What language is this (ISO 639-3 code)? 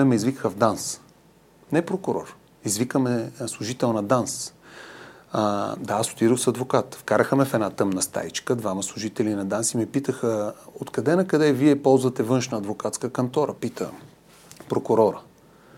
bul